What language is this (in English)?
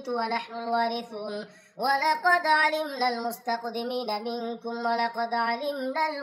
Arabic